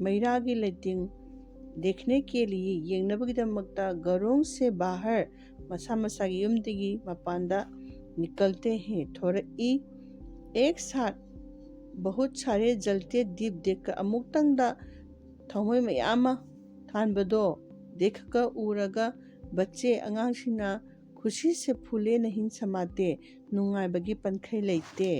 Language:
Manipuri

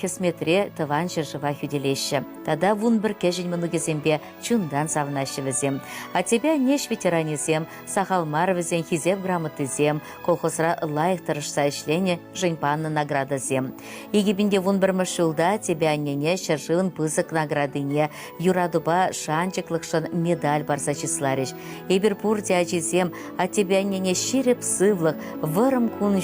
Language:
Chuvash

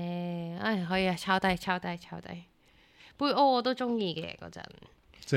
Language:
Cantonese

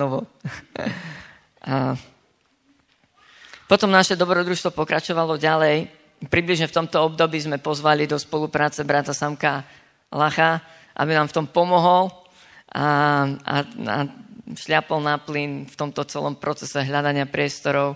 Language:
Slovak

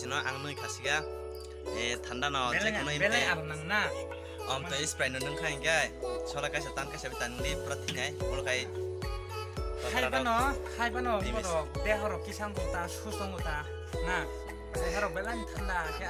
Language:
Kok Borok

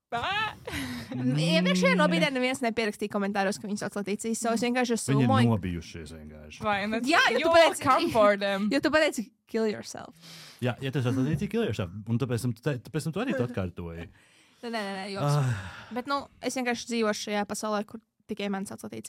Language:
Latvian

